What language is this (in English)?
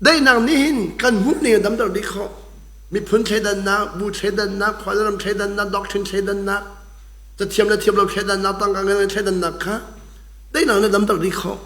Hakha Chin